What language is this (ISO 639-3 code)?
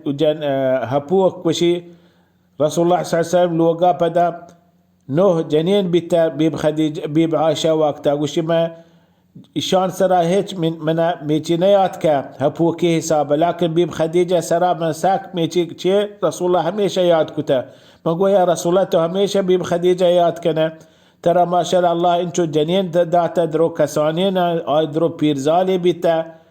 bal